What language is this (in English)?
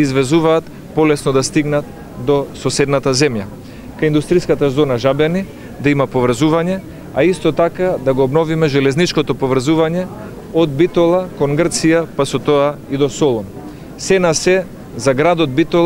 Macedonian